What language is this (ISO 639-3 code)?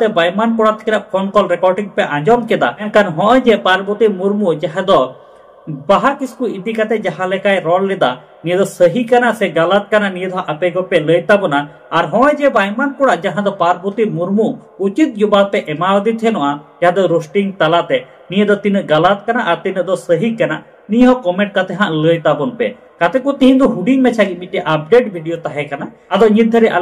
sat